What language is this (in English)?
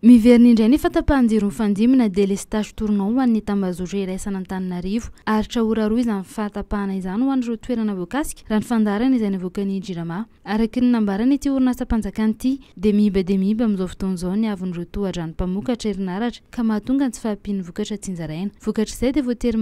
Malagasy